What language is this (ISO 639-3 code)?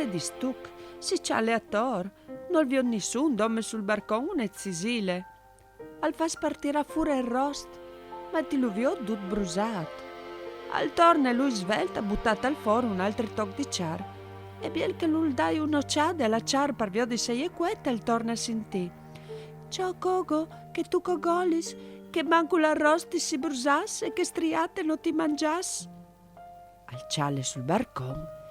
fur